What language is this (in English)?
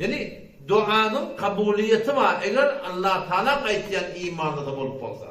Turkmen